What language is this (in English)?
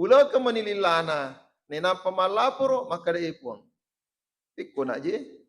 Buginese